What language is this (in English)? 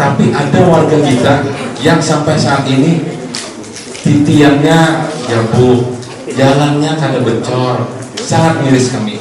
Banjar